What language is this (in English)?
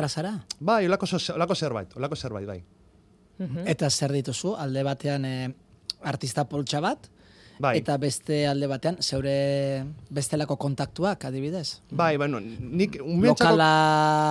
Basque